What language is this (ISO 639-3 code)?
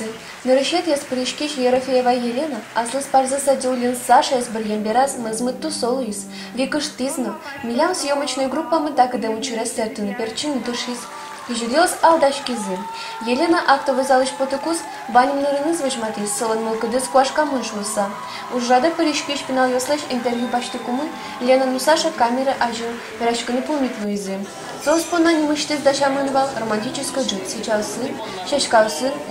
udm